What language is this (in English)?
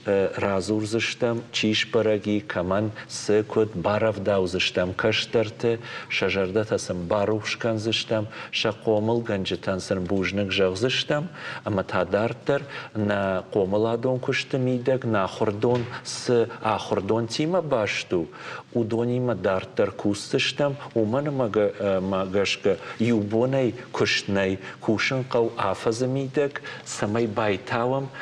Ossetic